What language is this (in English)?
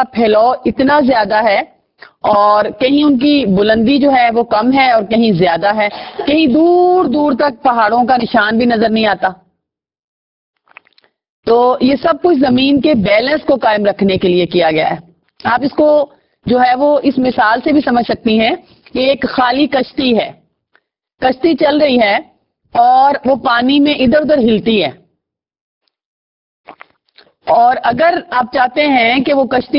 Urdu